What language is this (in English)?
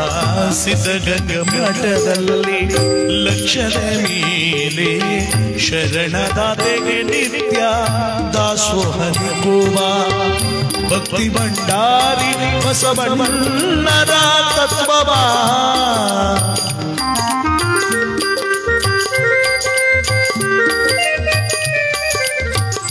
Kannada